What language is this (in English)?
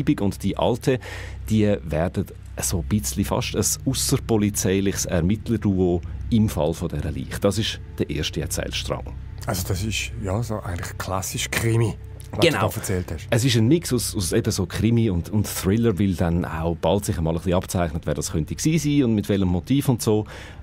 Swiss German